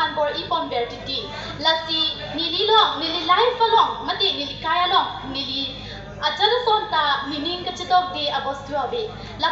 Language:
Karbi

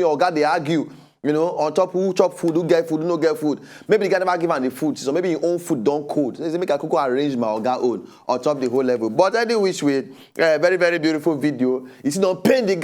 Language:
Nigerian Pidgin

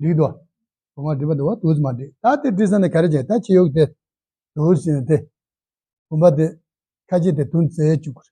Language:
Tibetan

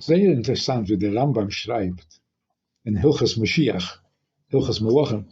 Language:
Yiddish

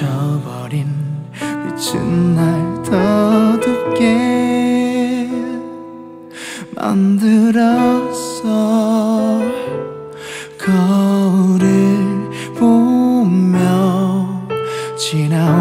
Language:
Korean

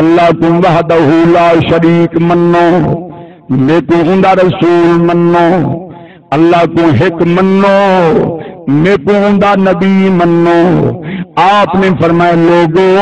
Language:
Saraiki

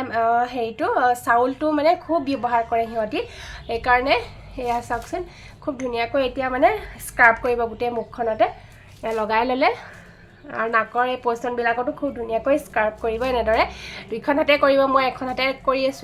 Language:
Assamese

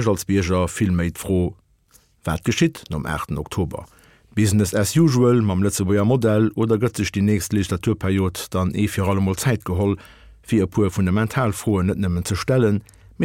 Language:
Luxembourgish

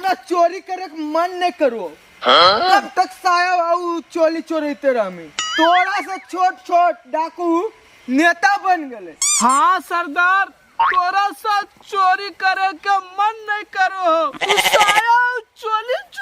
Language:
Magahi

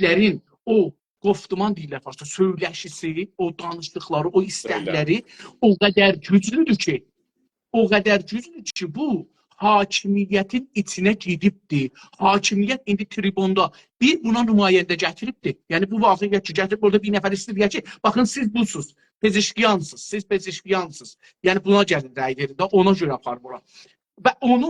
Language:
South Azerbaijani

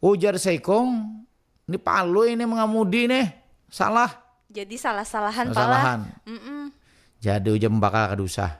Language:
Banjar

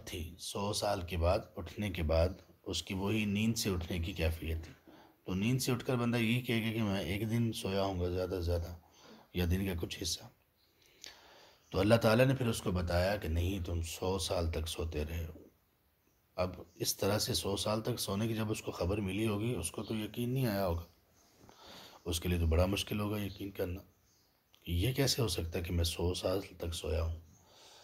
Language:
Urdu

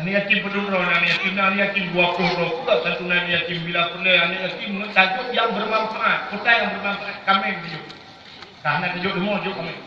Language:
Achinese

